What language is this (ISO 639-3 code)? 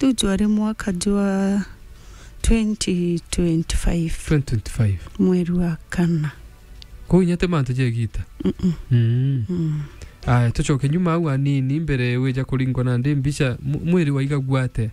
mer